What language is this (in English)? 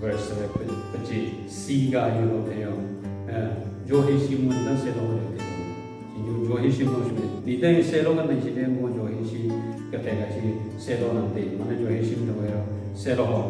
Southern Rengma Naga